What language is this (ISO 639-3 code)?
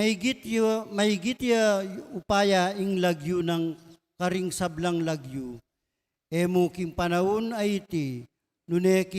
pam